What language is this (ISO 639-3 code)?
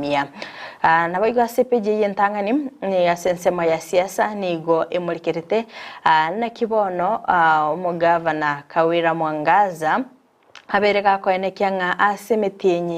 guz